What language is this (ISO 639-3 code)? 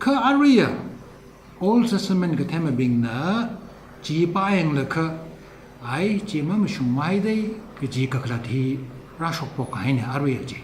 nmf